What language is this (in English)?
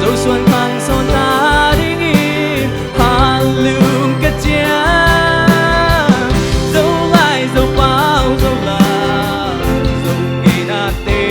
Tedim Chin